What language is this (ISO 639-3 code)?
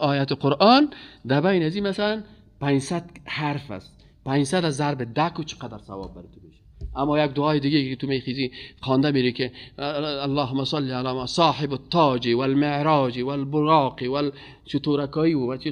fas